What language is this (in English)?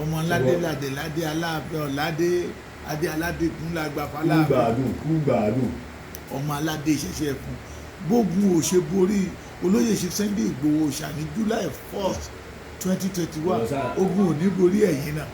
Yoruba